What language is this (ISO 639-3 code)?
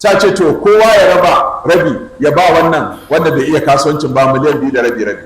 hau